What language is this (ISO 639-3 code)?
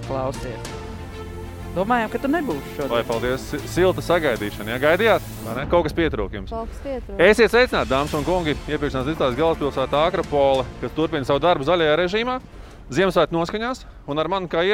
lav